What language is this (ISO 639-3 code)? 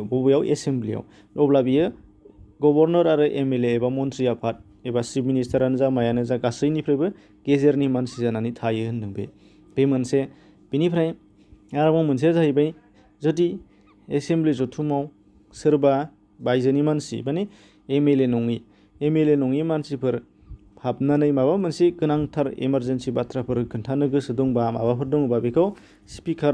brx